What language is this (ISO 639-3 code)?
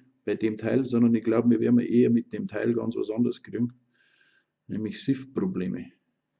bar